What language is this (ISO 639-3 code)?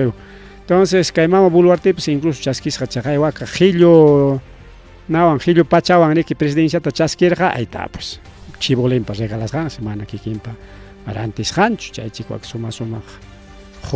quy